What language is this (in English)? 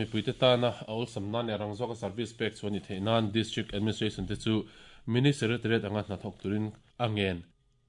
Mizo